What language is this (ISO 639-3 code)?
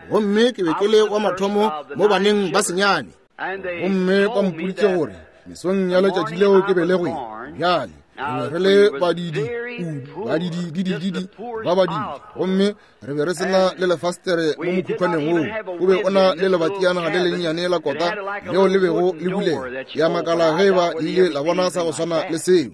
nso